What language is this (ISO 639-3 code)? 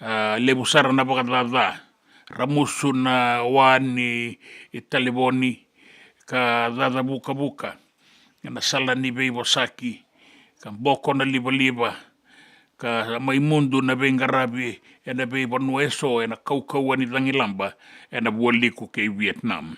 fij